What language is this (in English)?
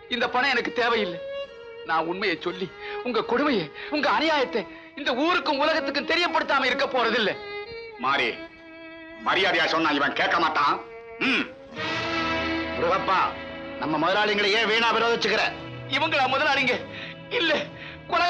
Tamil